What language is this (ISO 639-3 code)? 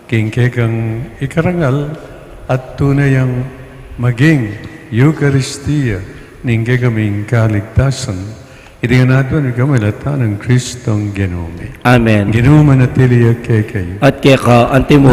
pam